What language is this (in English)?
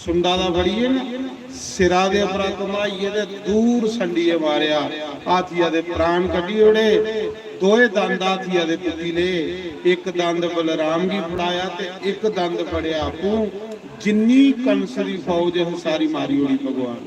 Dogri